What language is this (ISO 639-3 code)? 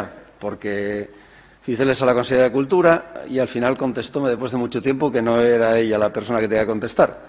ast